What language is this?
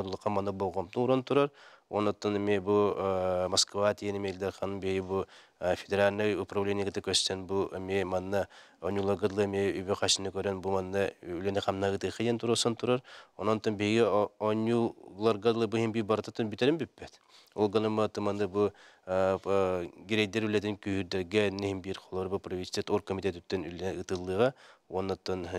Yakut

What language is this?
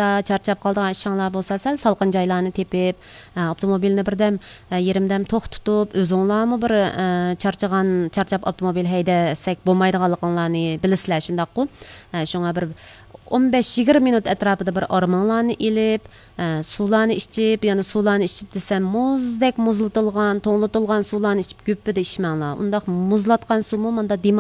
Uyghur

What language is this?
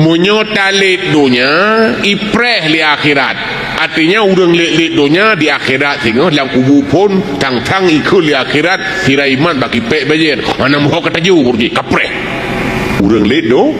Achinese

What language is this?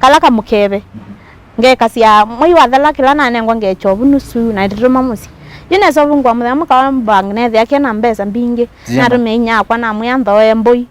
Kamba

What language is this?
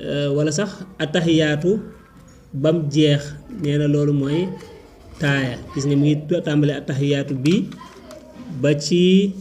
Wolof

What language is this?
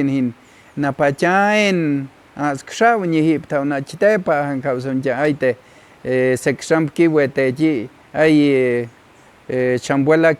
Páez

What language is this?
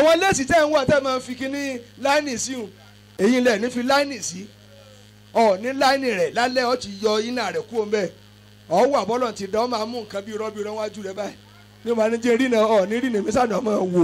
Yoruba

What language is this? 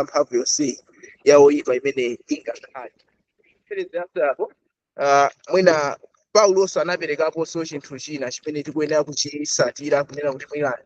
Nyanja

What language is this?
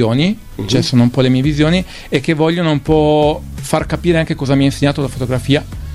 Italian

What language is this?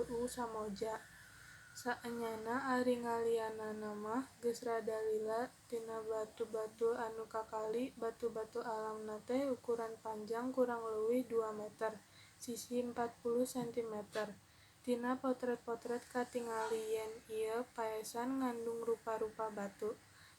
Sundanese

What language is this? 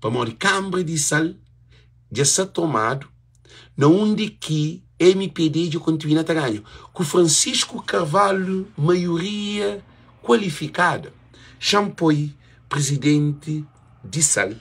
Kabuverdianu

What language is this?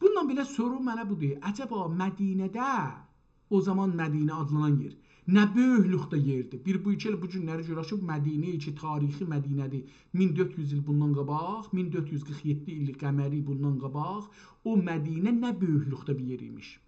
South Azerbaijani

